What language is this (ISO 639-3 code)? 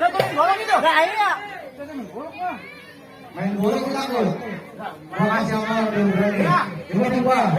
bew